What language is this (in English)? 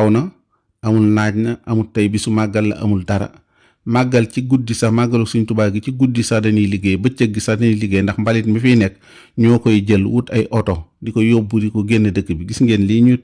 Wolof